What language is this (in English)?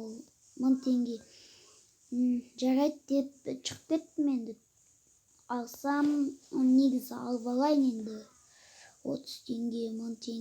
Kazakh